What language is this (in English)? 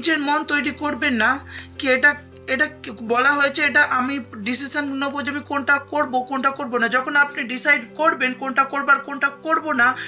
Bangla